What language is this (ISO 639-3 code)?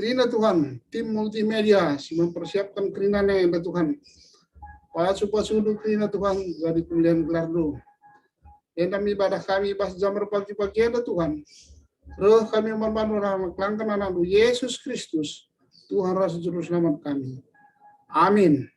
btx